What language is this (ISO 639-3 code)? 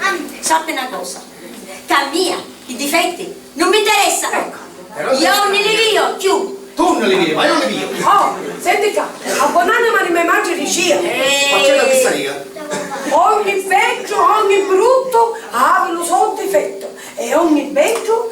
scn